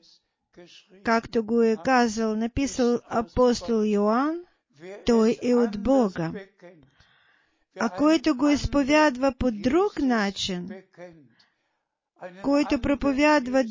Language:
Bulgarian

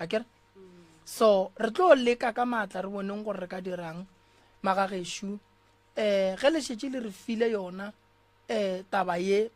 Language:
Northern Sotho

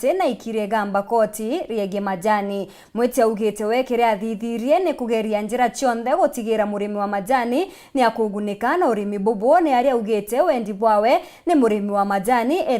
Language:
Meru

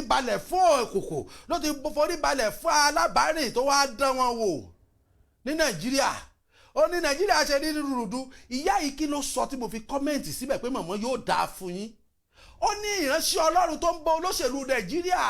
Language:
Yoruba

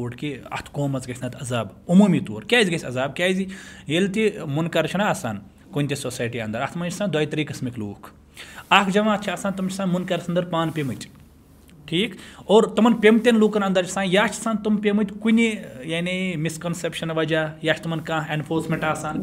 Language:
Kashmiri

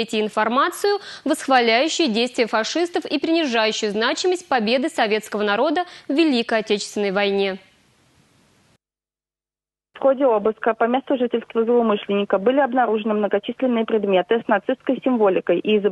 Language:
Russian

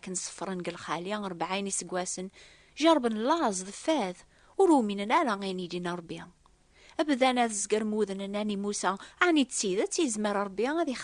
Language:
Kabyle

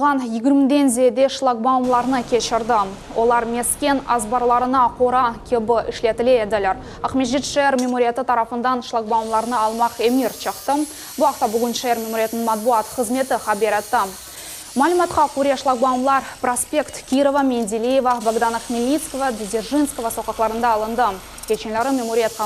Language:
Crimean Tatar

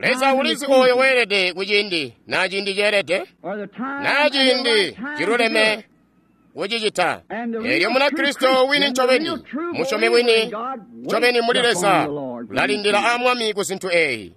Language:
Tonga (Zambia)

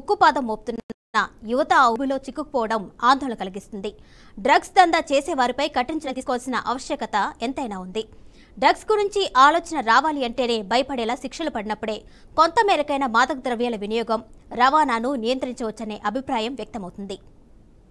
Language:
Telugu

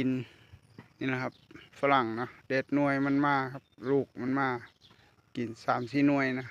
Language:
Lao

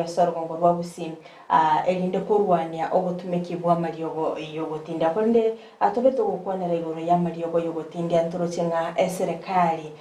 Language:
Gusii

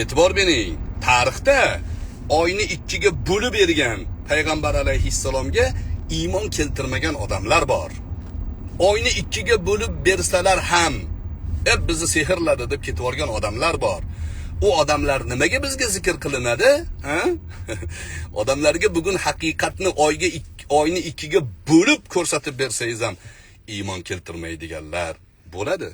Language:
Uzbek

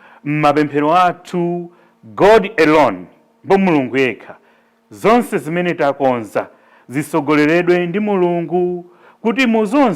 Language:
Nyanja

